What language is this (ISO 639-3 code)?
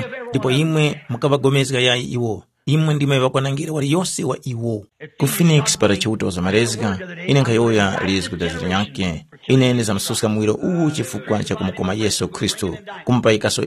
tum